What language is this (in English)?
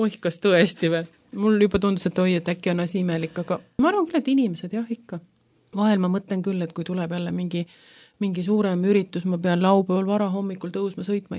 Estonian